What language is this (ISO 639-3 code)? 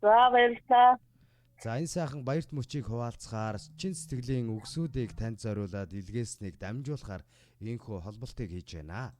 mon